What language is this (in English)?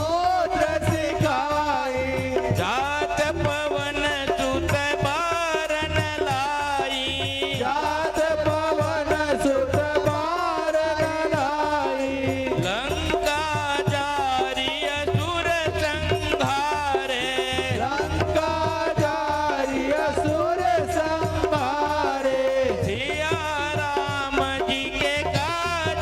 Chhattisgarhi